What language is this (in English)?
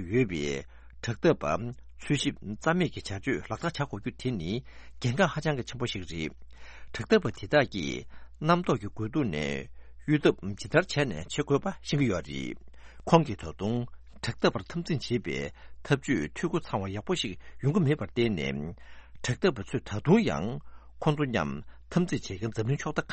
Tibetan